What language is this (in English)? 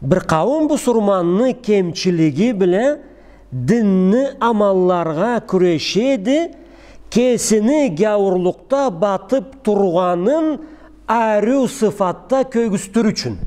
Karachay-Balkar